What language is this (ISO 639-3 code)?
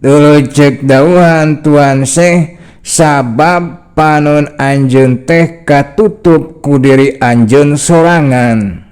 sun